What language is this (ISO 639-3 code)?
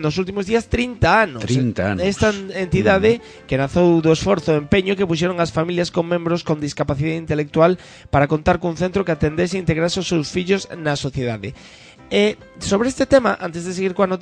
glg